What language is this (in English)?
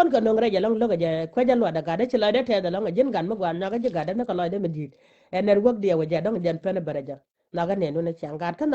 Nuer